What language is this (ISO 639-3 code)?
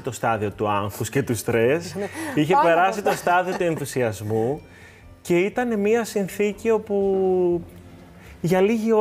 ell